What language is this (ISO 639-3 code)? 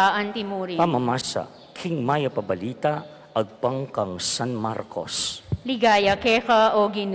pam